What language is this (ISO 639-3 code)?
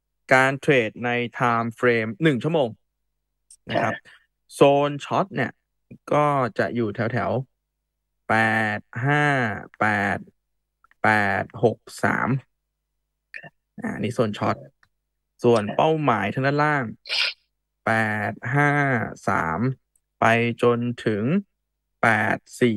tha